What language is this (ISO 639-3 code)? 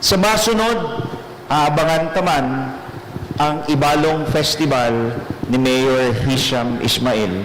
bik